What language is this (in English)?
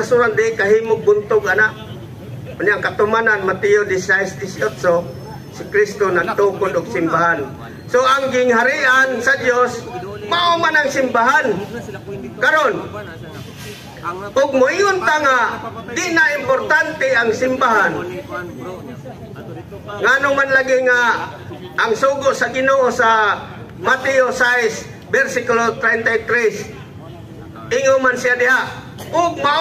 Cebuano